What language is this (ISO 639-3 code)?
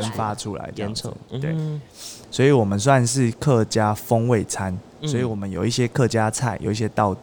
zho